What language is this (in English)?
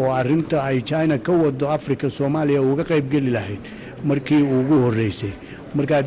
Somali